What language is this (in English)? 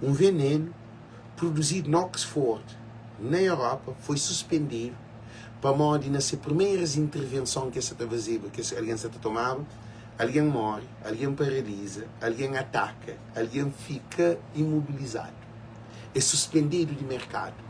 Kabuverdianu